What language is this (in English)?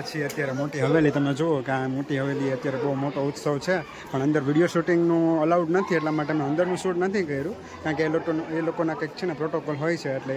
Gujarati